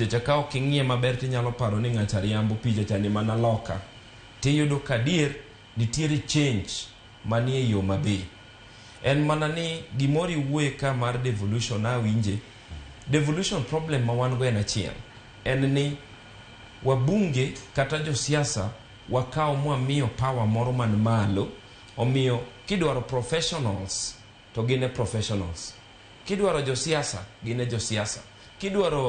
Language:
Luo (Kenya and Tanzania)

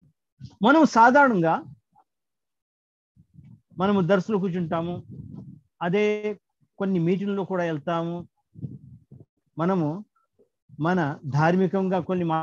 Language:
Telugu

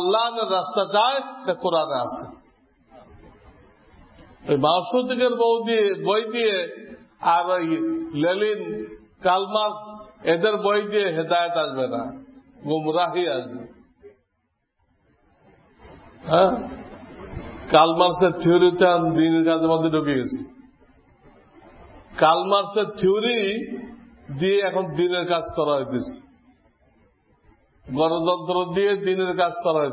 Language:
Bangla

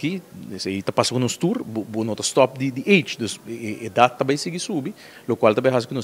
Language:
Papiamento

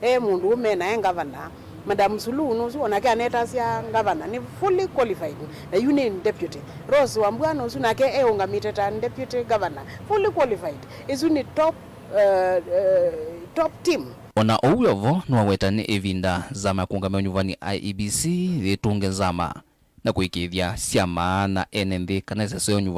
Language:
Kamba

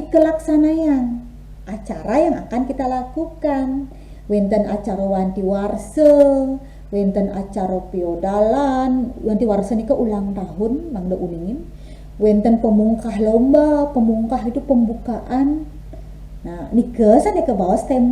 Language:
Balinese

